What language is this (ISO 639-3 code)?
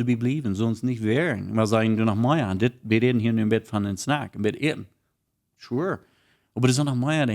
pdt